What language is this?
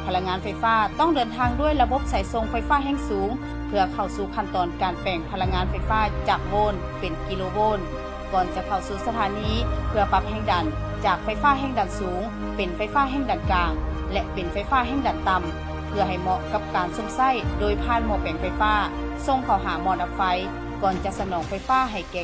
Lao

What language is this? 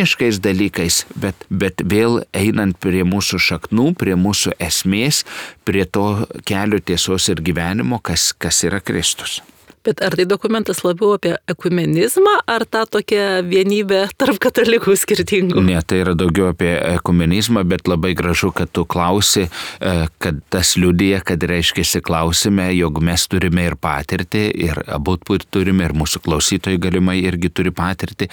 Lithuanian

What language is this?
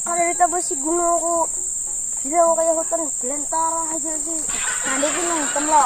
Banjar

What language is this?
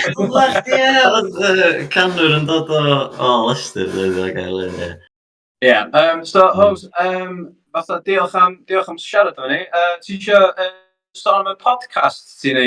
Welsh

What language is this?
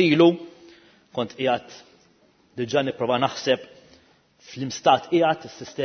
Maltese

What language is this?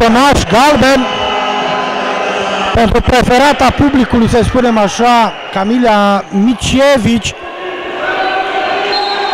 Romanian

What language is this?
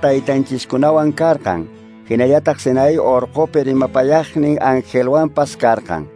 Quechua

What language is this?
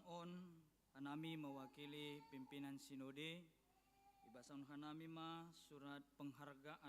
Batak Simalungun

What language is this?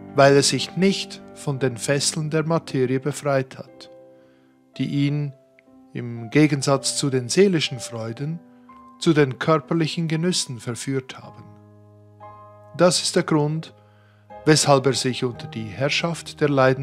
German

